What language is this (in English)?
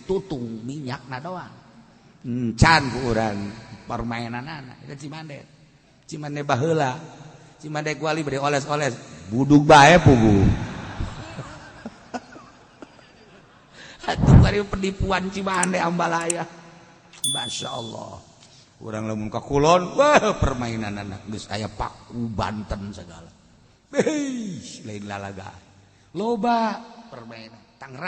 Sundanese